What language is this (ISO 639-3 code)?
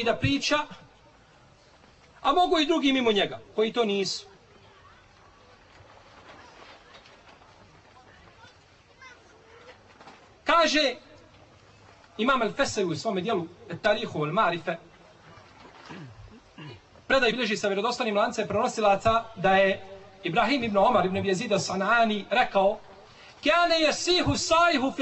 bos